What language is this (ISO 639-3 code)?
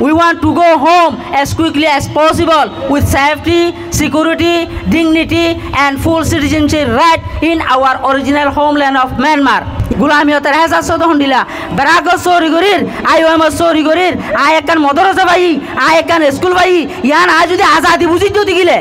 rhg